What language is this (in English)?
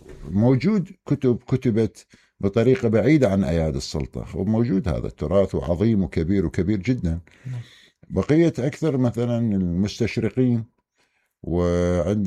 Mesopotamian Arabic